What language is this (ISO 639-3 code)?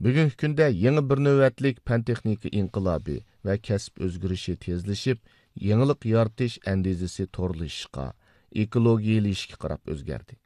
uig